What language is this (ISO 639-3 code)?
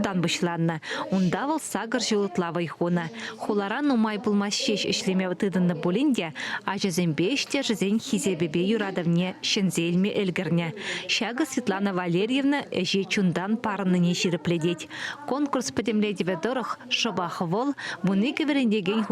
chv